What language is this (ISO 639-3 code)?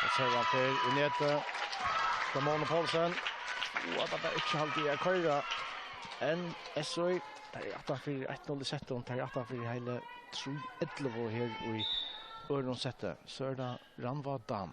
fao